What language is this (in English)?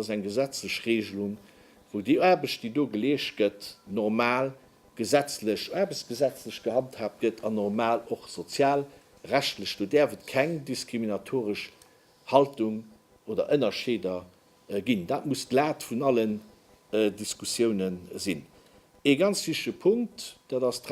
Luxembourgish